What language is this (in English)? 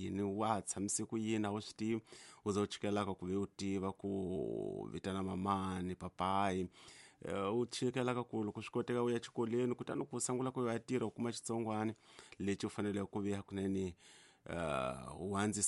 Tsonga